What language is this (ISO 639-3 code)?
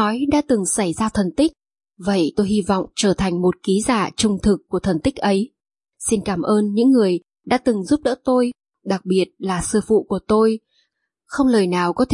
vie